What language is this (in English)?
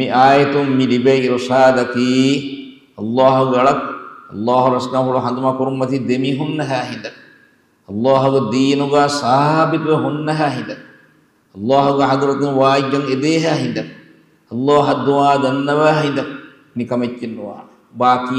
Divehi